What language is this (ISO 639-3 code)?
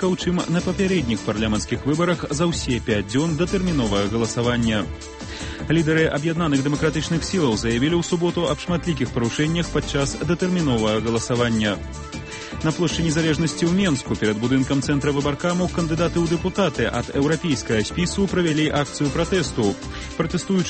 bel